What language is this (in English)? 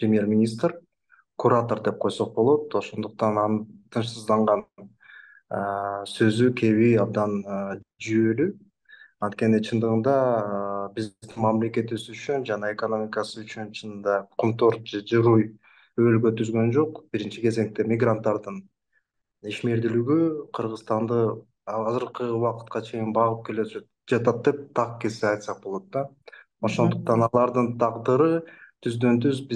Kyrgyz